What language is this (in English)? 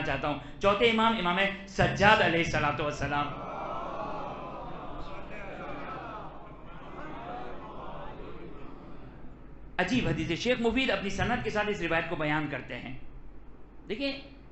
Urdu